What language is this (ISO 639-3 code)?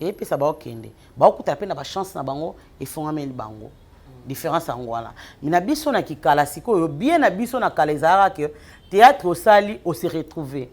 lin